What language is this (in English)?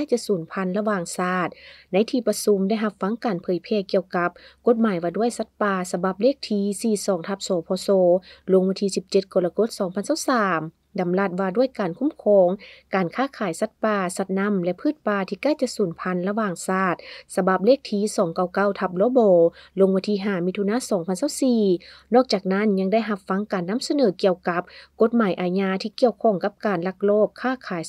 Lao